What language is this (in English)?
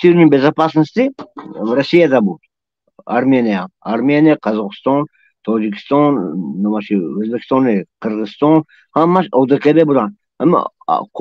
Tajik